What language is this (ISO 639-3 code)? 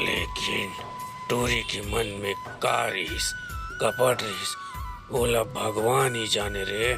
hne